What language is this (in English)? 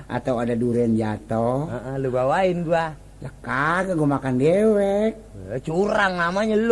Betawi